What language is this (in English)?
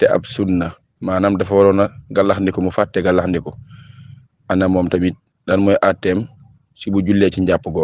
Wolof